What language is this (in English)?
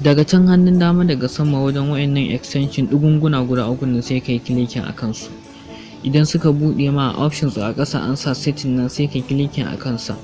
Hausa